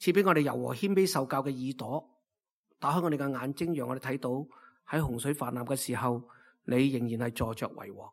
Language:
Cantonese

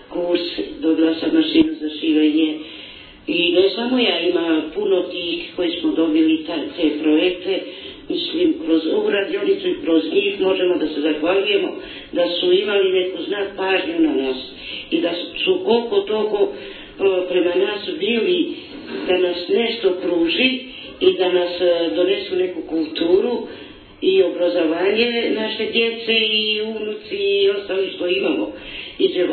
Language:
Bosnian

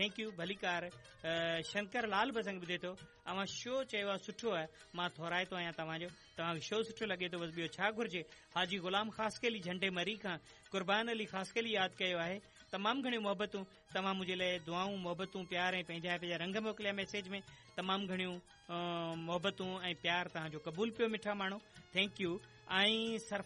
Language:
Sindhi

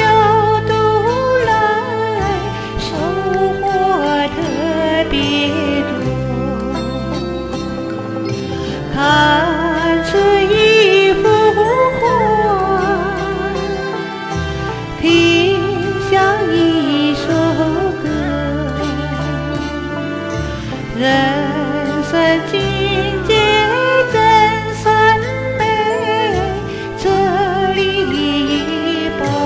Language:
Chinese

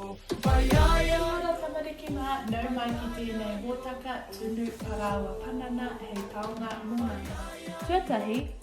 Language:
Māori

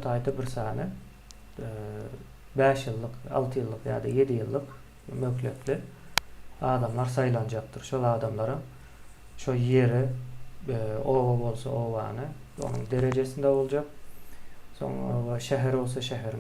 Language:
Turkmen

